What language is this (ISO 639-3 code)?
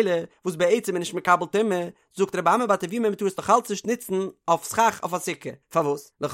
yid